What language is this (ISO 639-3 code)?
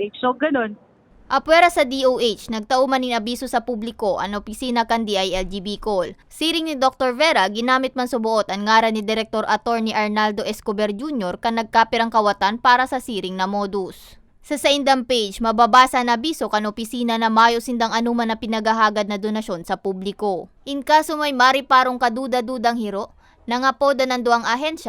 bik